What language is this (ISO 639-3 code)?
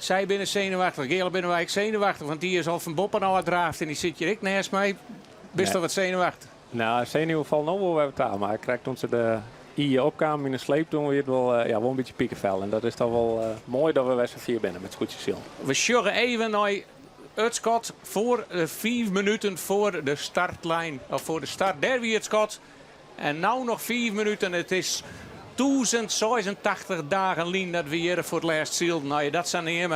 fry